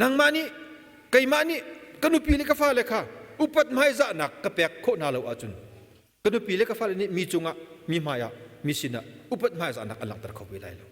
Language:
Hakha Chin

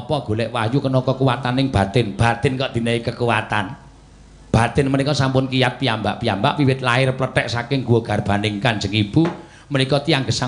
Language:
Javanese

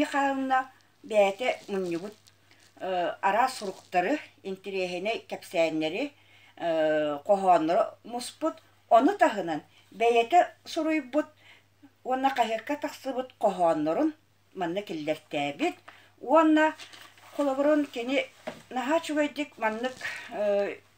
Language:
Yakut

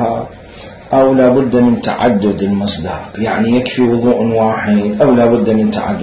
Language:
Mesopotamian Arabic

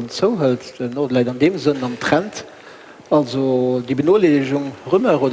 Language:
Luxembourgish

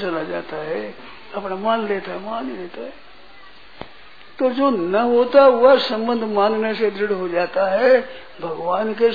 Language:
Hindi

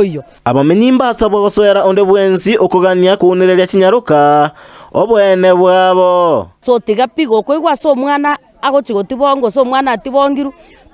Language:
Gusii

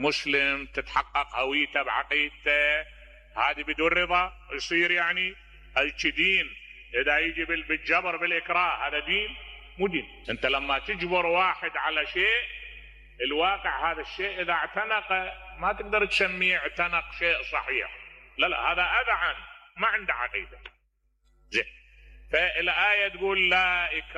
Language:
Mesopotamian Arabic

